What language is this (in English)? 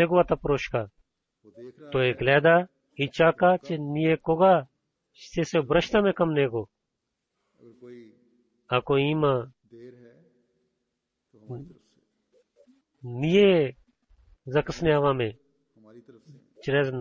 Bulgarian